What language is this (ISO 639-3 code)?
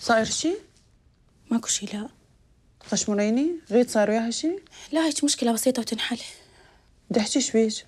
acm